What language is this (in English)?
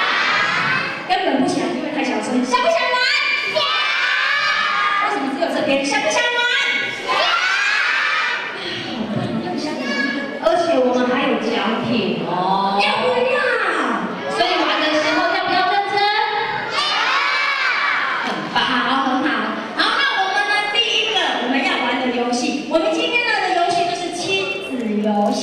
Chinese